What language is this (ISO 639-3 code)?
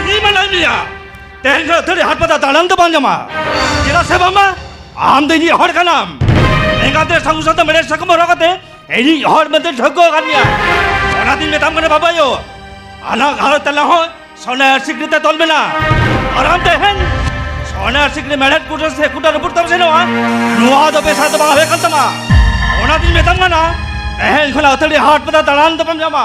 sat